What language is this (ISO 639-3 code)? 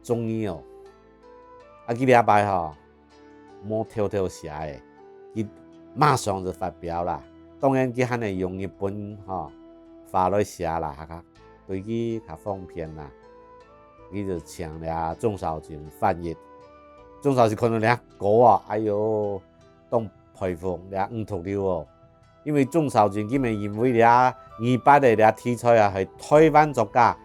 hak